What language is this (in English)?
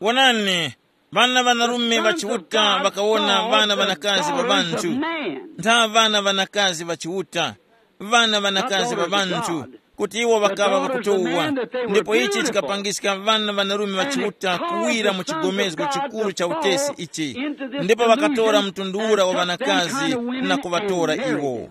Tumbuka